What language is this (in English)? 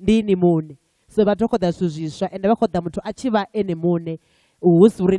Venda